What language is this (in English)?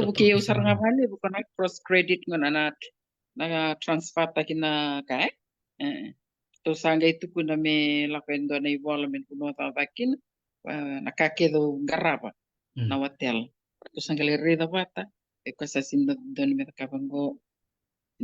Fijian